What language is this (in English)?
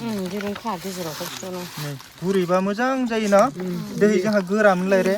Bodo